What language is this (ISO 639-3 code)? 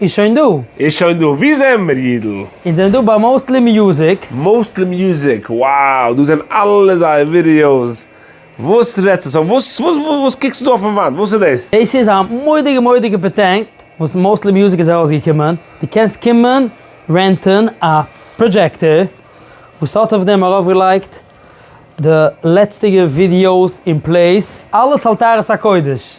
yid